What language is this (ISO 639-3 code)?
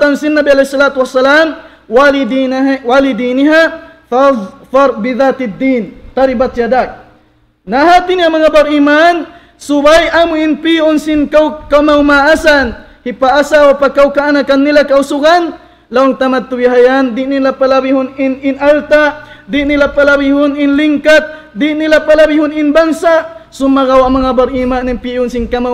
tsg